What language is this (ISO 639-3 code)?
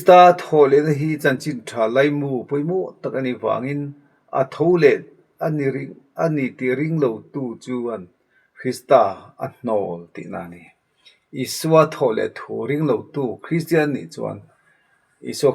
lus